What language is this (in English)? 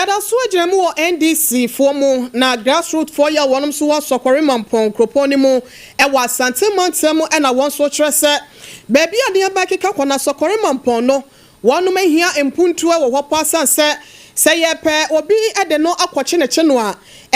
Akan